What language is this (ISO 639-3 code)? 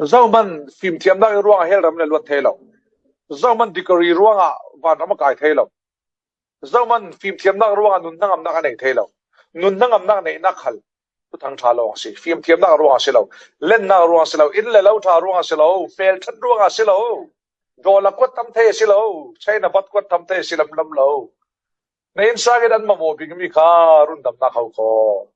cfm